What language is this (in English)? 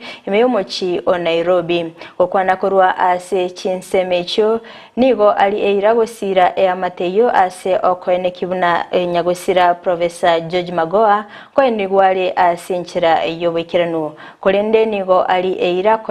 Gusii